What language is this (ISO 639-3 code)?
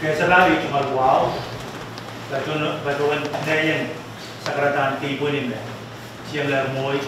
pon